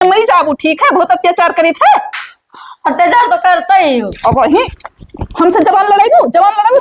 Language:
Awadhi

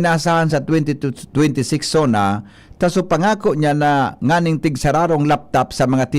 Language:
Bikol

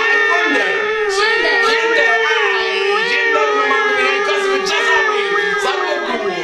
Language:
Neapolitan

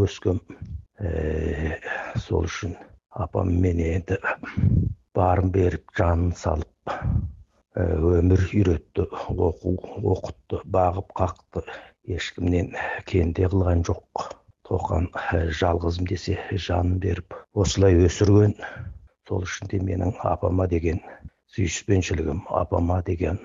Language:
Kazakh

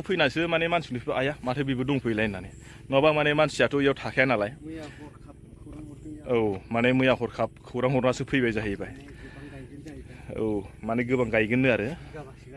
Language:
Bodo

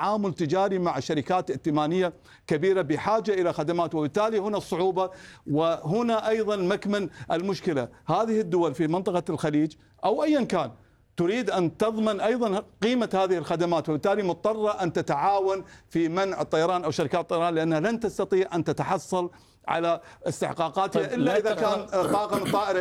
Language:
Arabic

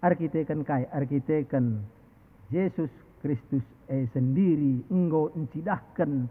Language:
Batak Karo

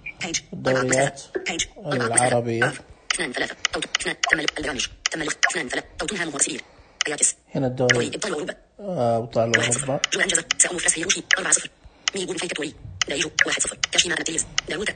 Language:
Najdi Arabic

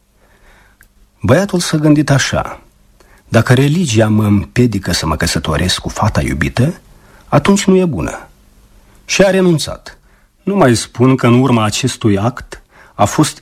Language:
Romanian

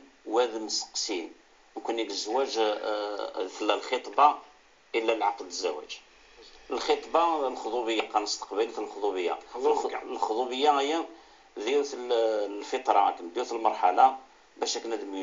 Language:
Kabyle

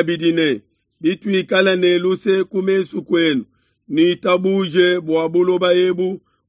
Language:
Luba-Lulua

